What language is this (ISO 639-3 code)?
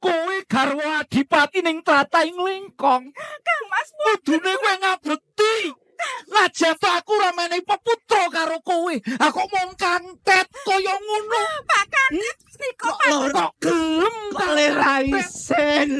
jav